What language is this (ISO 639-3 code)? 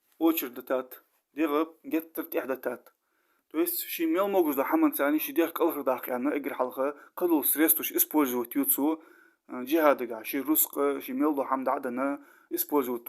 inh